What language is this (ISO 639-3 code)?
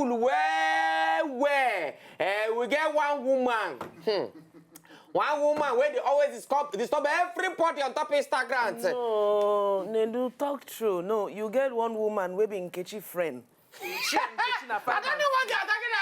pcm